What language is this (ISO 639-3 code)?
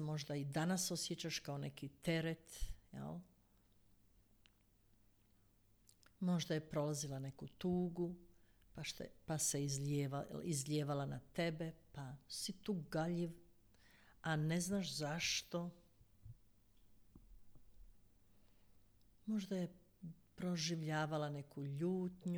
hrv